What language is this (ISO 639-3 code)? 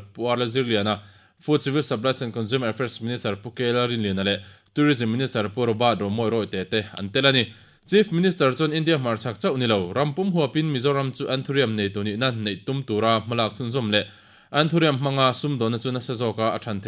lus